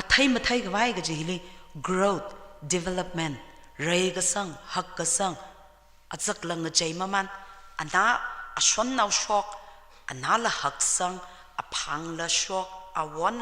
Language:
Tangkhul Naga (India)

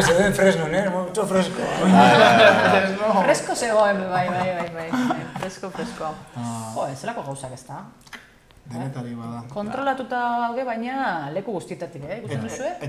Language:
Basque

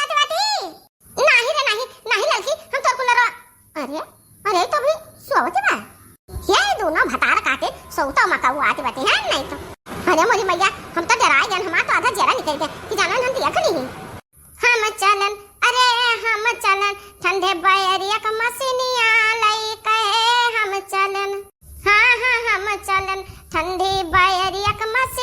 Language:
Awadhi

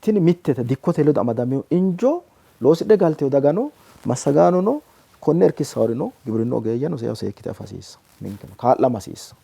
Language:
Sidamo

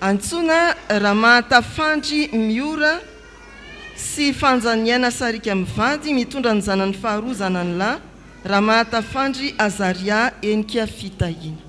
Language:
Malagasy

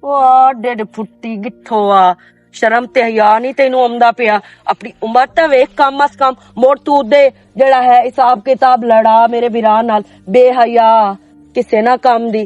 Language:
Western Panjabi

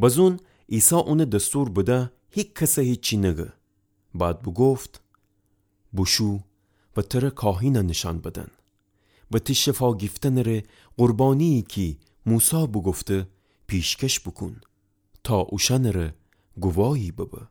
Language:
Gilaki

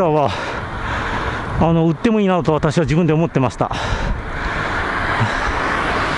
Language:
Japanese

